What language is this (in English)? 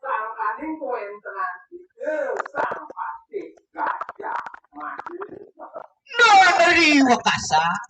Balinese